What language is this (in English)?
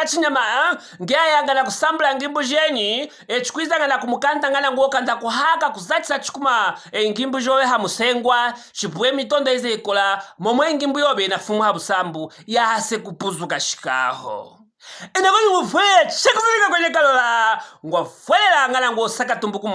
Luvale